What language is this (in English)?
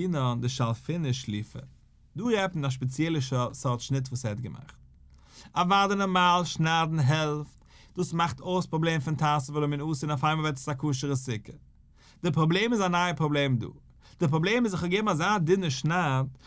Yiddish